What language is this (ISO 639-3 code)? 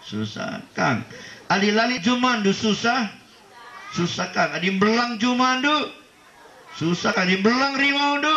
btx